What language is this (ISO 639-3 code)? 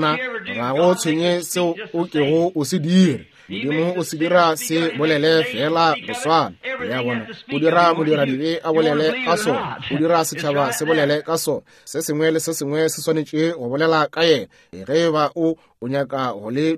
nso